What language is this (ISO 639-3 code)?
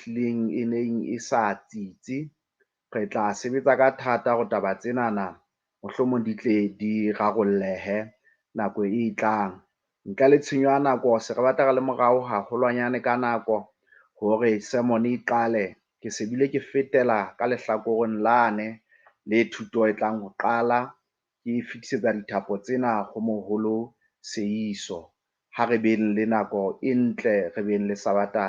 sot